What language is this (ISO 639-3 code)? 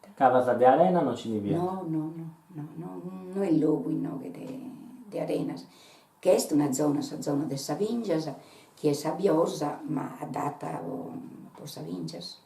srd